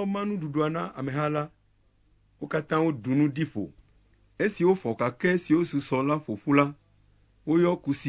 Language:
Ewe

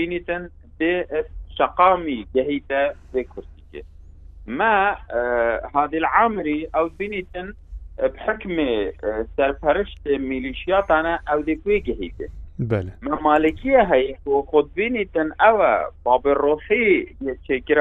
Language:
Kurdish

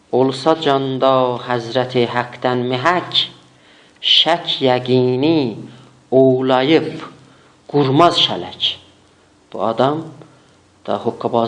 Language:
South Azerbaijani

